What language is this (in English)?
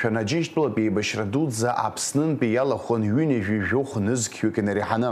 Abkhazian